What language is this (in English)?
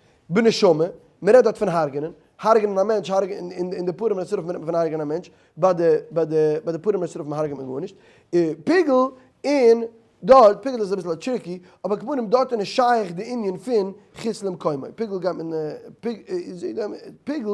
Yiddish